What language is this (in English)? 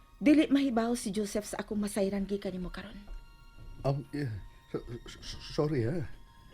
Cebuano